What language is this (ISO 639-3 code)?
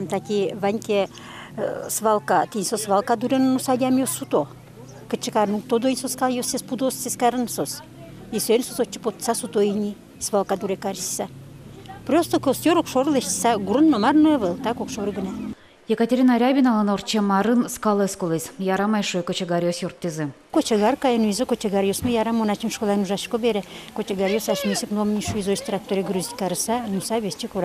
udm